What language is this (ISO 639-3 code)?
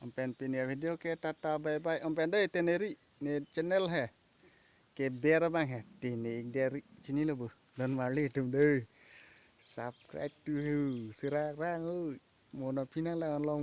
mjw